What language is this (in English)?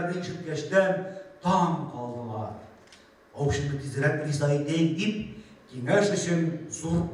Bashkir